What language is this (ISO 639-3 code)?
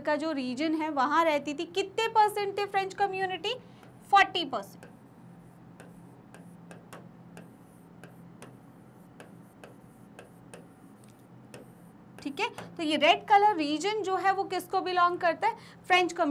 hin